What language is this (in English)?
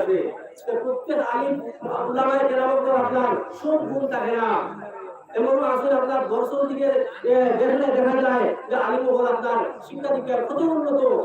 Sylheti